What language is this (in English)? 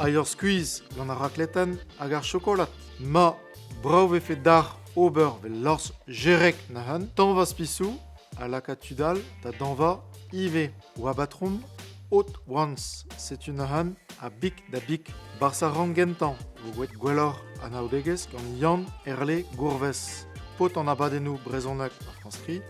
Breton